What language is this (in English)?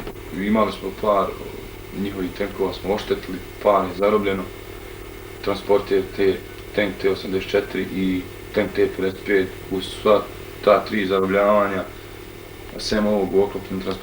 Bosnian